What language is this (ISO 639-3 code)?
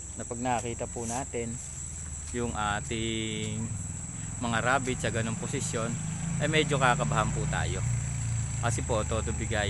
fil